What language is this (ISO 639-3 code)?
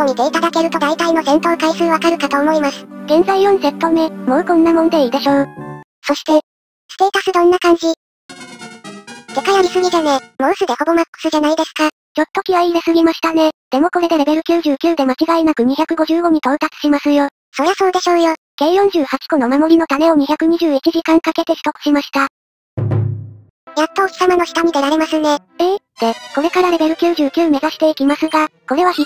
jpn